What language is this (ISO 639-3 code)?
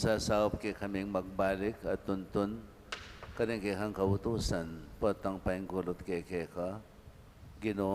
pam